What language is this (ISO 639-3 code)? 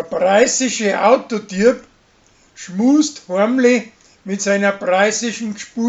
bar